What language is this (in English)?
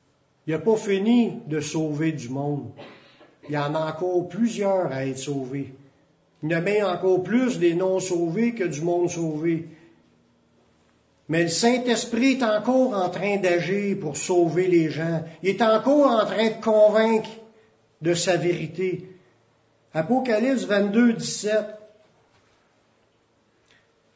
French